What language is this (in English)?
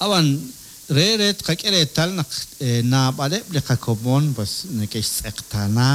Kekchí